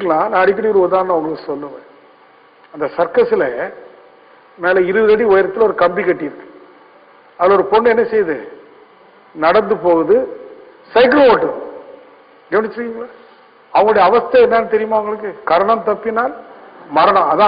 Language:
Tamil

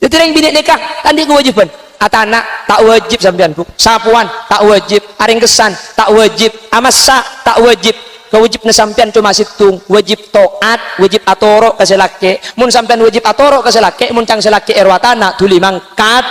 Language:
Madurese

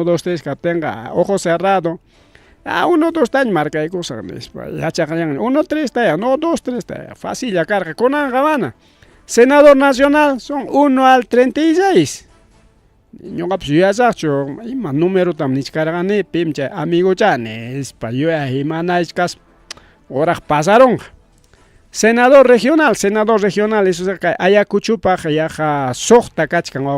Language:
Ayacucho Quechua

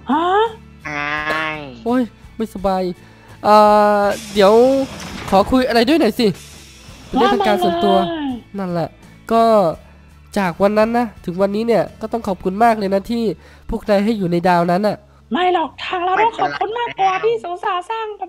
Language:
Thai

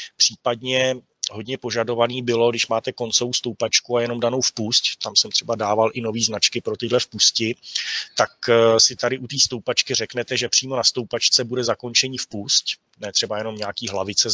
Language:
Czech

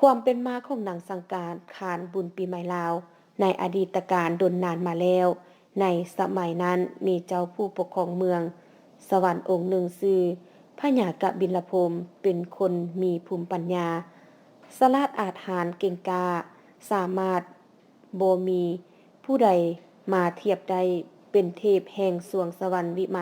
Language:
Lao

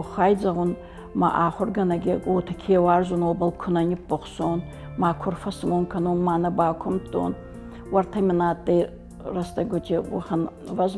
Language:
Ossetic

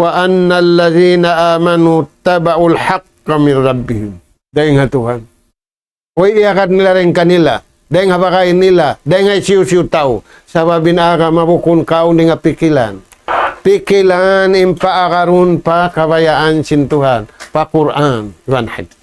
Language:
Tausug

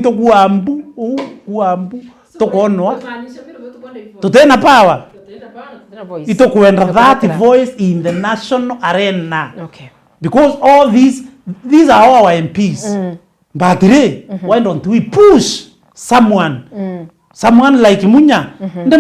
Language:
Meru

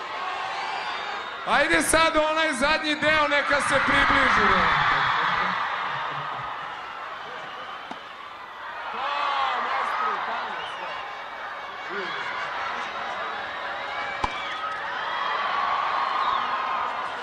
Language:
Serbian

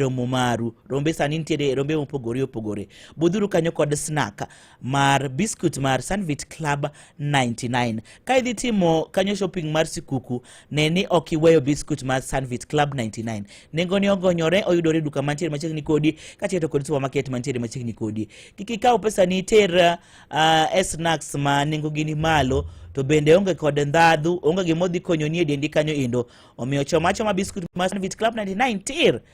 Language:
Luo (Kenya and Tanzania)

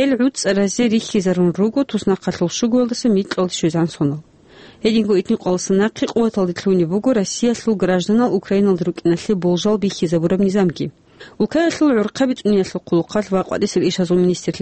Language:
Avaric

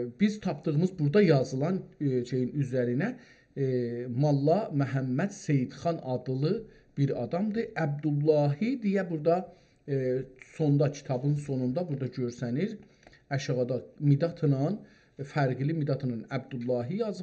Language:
South Azerbaijani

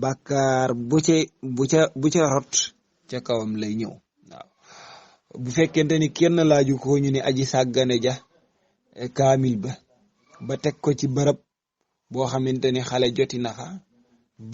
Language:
Wolof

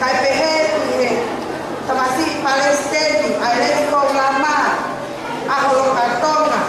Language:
Tongan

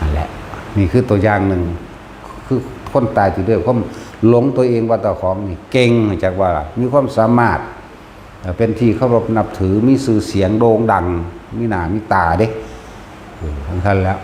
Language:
Northeastern Thai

